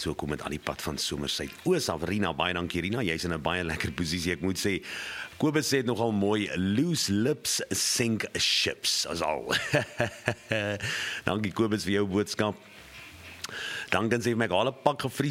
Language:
Afrikaans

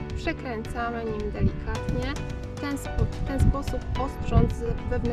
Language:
Polish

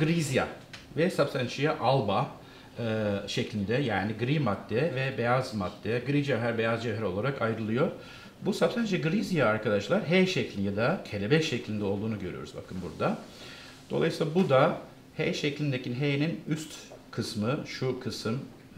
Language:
Turkish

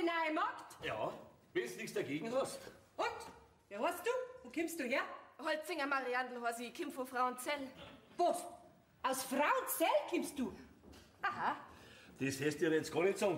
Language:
Bavarian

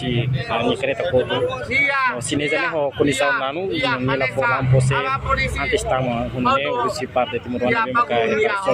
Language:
Tetum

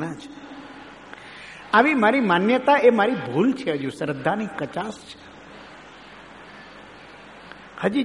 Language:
Gujarati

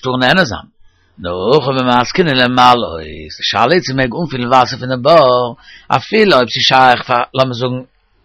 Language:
Yiddish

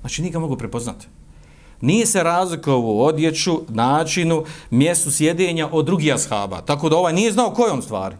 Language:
Bosnian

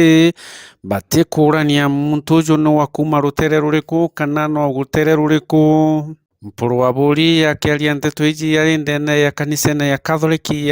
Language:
Meru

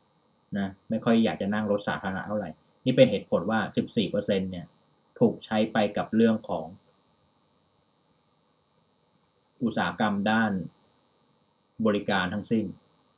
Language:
Thai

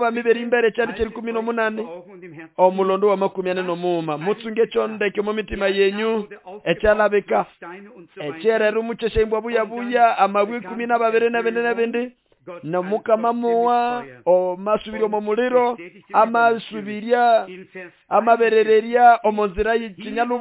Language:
Nande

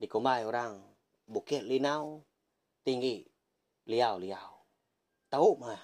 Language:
Iban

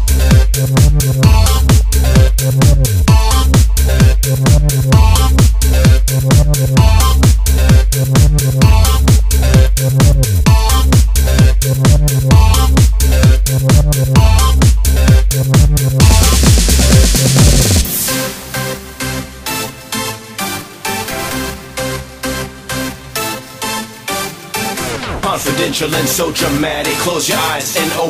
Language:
English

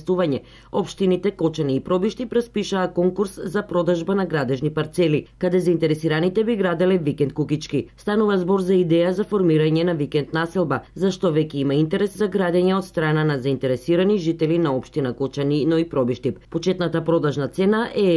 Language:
Macedonian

